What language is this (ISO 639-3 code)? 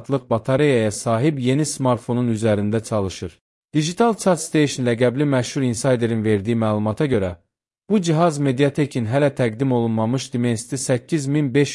aze